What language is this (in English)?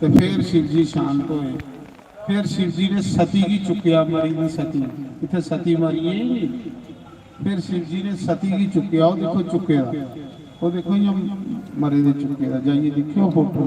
Dogri